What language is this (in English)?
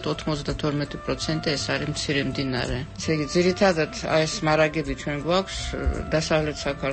Georgian